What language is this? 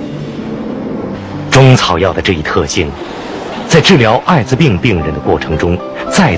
Chinese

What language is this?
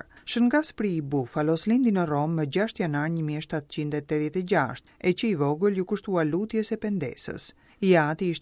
Albanian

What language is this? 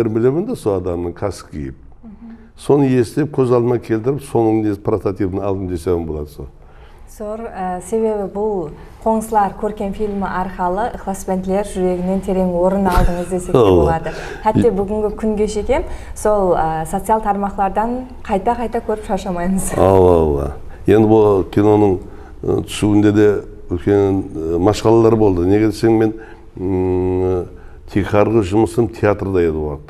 Kara-Kalpak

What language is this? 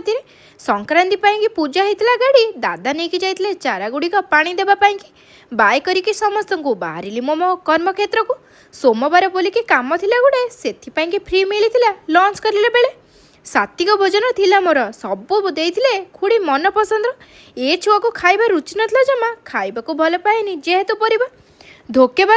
Odia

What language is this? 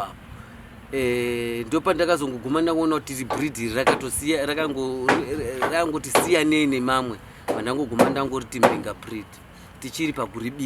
Shona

